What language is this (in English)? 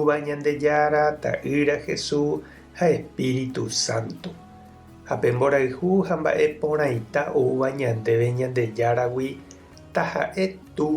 Guarani